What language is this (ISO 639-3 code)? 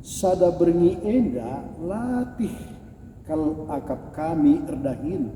btx